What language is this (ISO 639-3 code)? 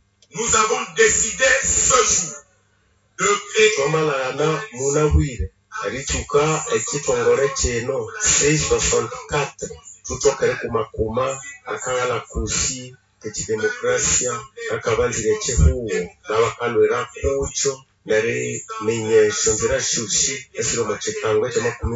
nnb